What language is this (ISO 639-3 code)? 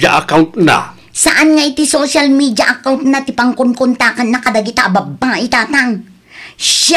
ilo